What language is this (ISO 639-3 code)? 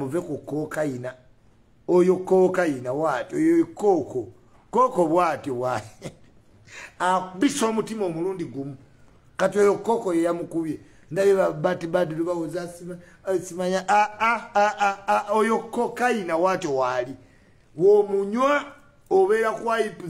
lug